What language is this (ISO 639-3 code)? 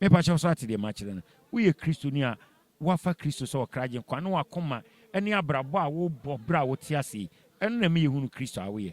aka